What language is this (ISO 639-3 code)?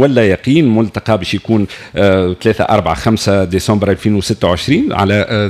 aeb